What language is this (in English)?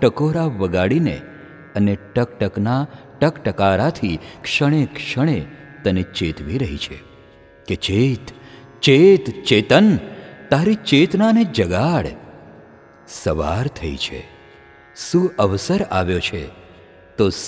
Gujarati